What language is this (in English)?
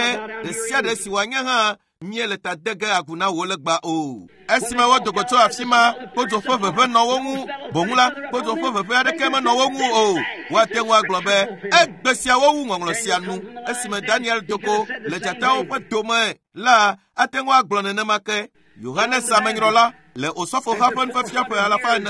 Ewe